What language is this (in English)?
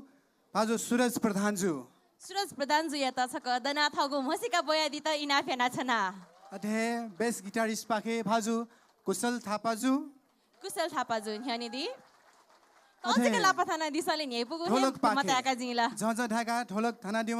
Newari